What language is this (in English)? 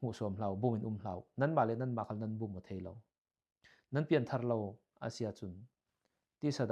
Falam Chin